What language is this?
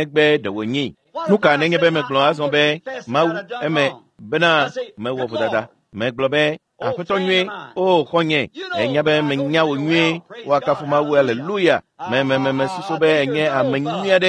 Ewe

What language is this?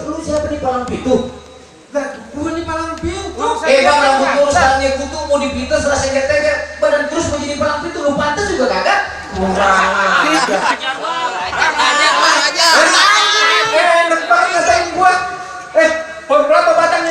Betawi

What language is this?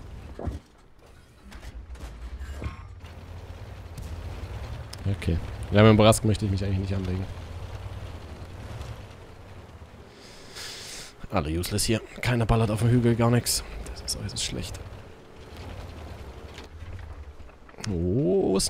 German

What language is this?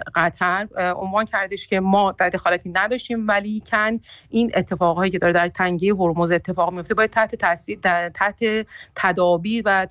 Persian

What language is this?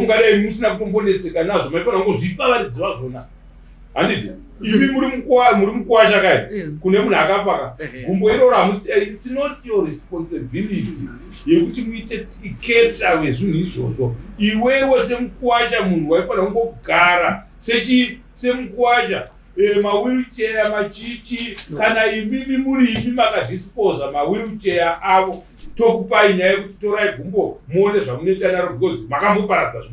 Shona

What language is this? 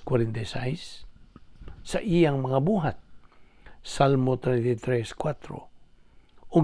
Cebuano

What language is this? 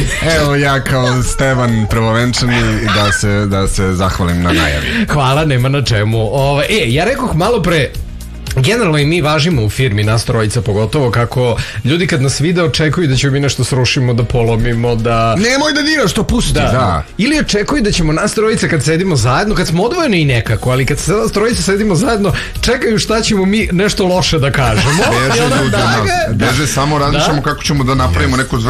Serbian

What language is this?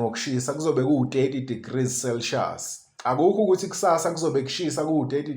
Zulu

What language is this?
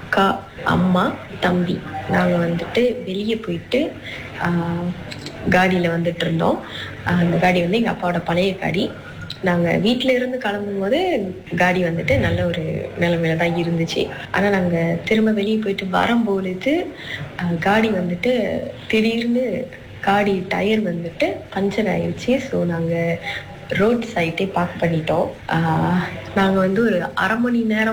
Tamil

